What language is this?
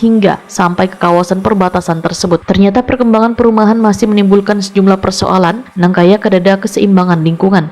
Banjar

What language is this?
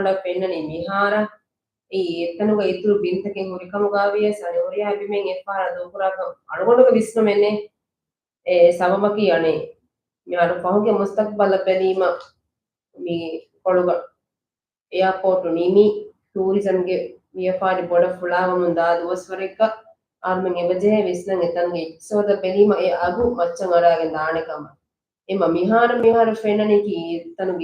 Divehi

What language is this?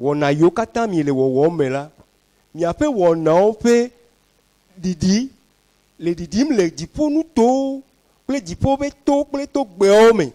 Ewe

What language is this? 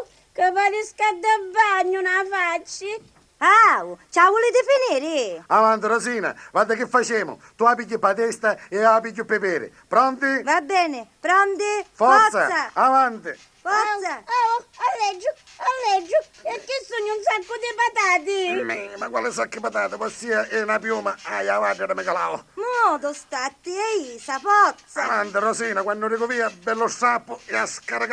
Sicilian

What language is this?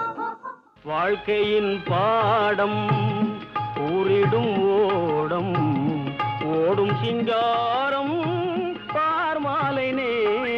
Tamil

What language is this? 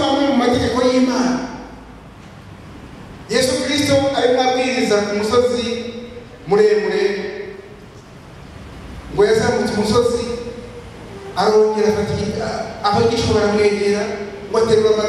Kinyarwanda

